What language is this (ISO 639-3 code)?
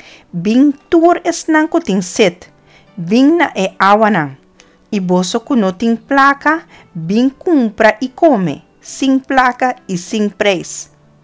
pap